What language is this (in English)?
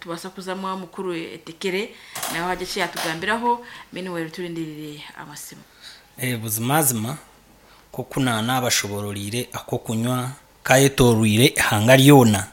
Nyankole